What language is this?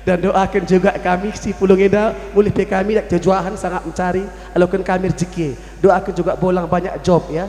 Batak Karo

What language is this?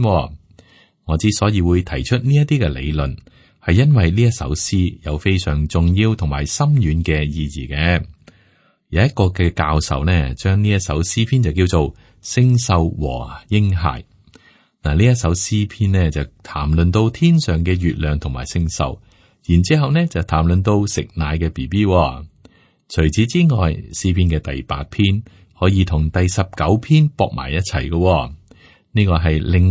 Cantonese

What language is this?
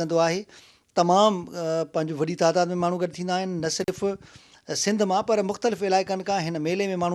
Sindhi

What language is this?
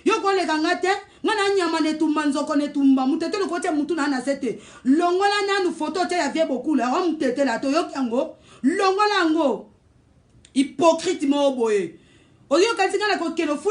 Lingala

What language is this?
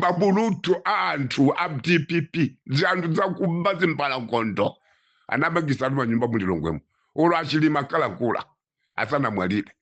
Nyanja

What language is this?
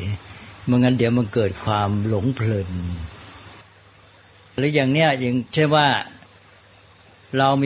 Thai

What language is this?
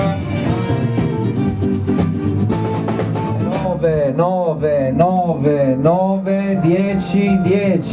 Italian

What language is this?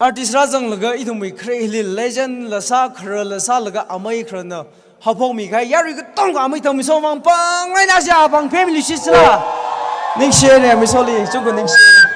Tangkhul Naga (India)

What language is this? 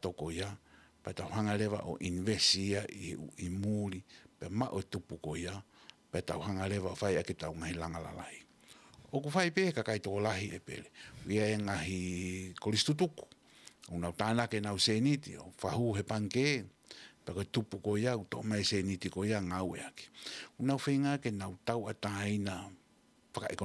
Tongan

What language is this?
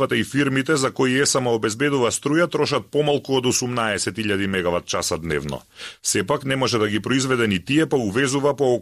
Macedonian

